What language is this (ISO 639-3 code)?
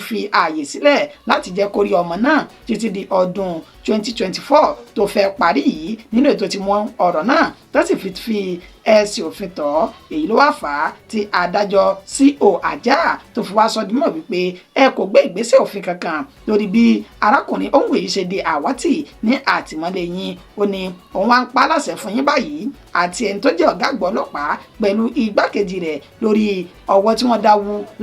yor